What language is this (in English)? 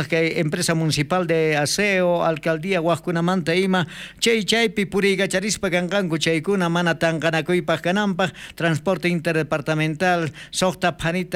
South Bolivian Quechua